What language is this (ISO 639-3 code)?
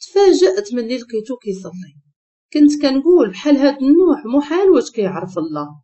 ary